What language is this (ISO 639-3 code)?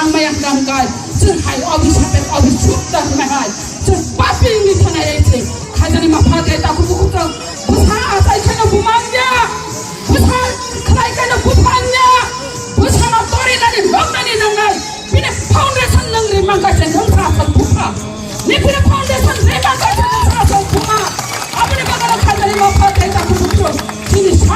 trp